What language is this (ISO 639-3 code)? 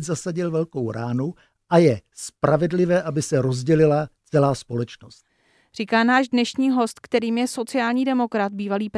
ces